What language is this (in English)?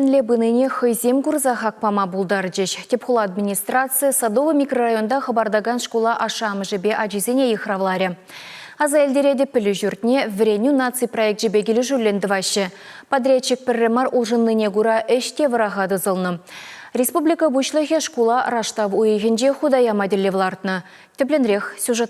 Chuvash